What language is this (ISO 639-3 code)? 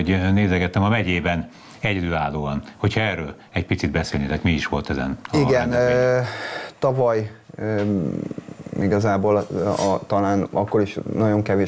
hun